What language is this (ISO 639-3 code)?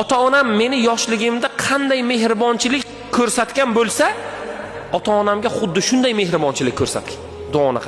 uzb